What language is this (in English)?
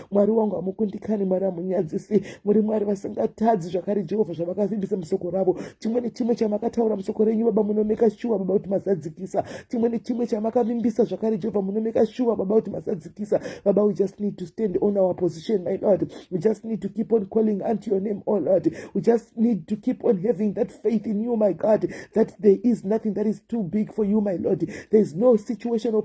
Shona